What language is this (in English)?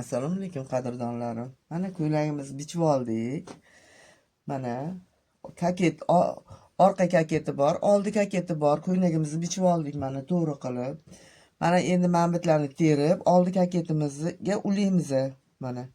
Uzbek